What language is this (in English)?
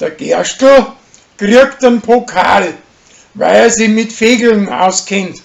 Bavarian